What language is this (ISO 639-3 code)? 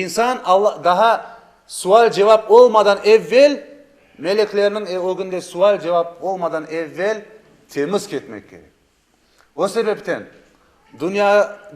crh